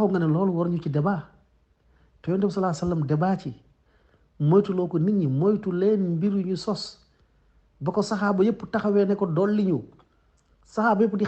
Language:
Wolof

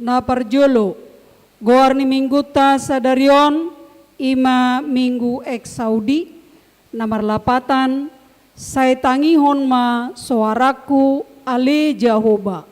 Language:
Batak Toba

